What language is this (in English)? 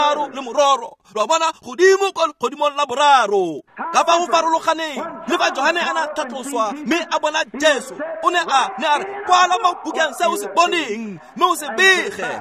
Tswana